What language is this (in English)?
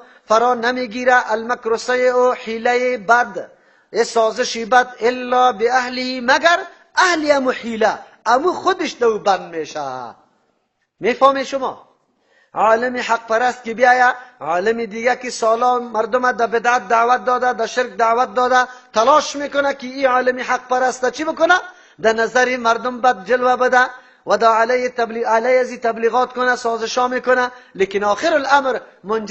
Persian